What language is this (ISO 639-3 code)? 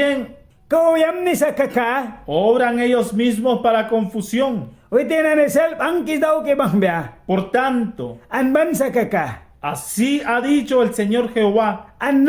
miq